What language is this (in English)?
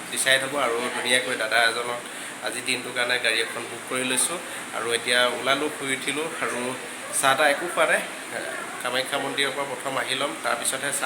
Assamese